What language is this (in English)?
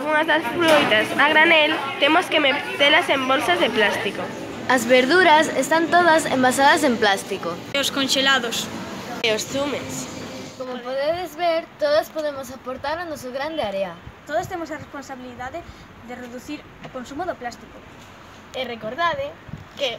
Galician